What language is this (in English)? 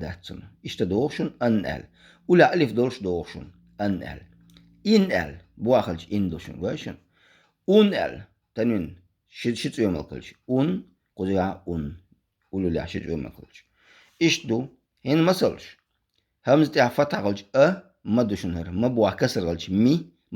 Chechen